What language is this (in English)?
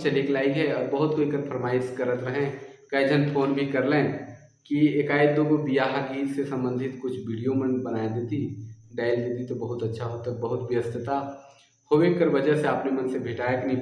Sadri